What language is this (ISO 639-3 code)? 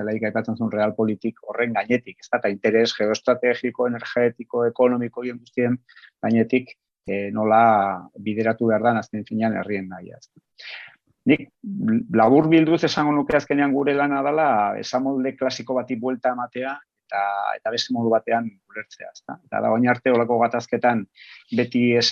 eus